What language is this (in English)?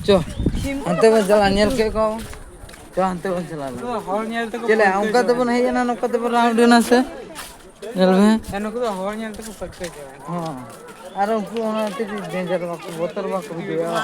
Santali